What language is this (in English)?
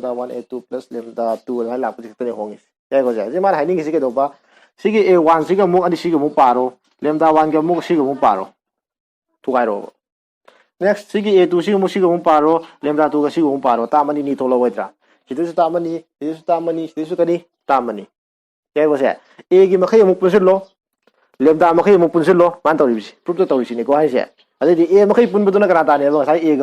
Manipuri